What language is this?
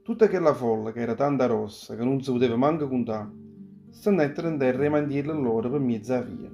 Neapolitan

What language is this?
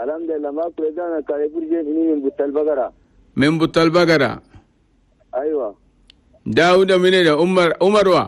Chadian Arabic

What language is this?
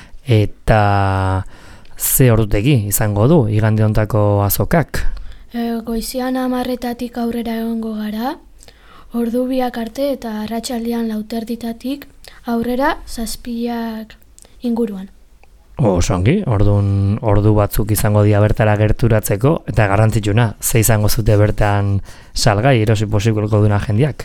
Basque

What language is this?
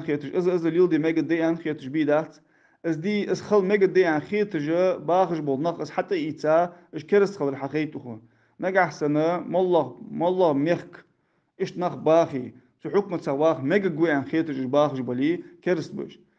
Ingush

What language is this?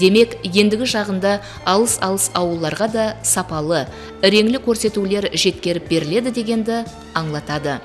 Kara-Kalpak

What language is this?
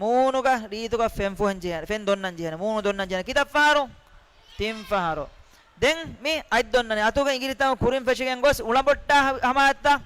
Divehi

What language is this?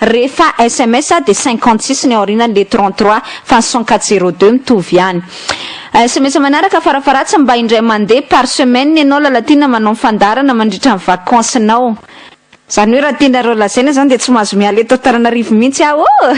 Malagasy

